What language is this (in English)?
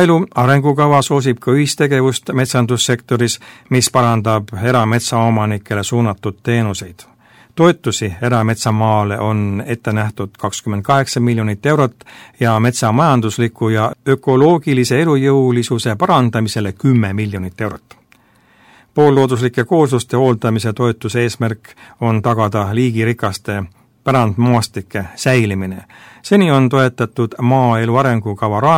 Estonian